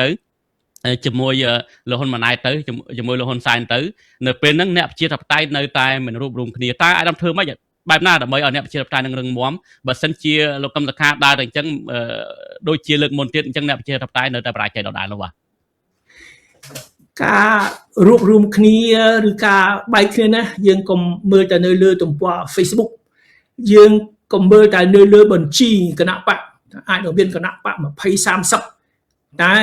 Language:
Khmer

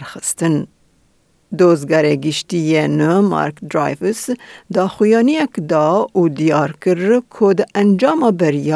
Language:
Kurdish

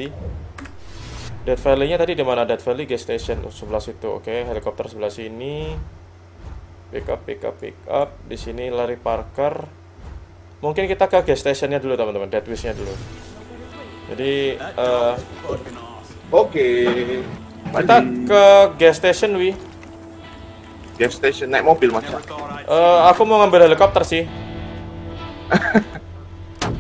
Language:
Indonesian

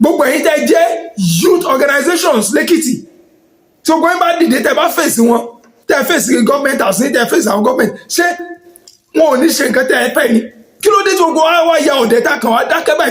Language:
Yoruba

